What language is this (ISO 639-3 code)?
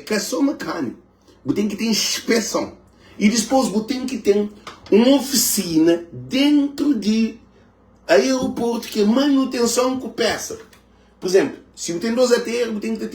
kea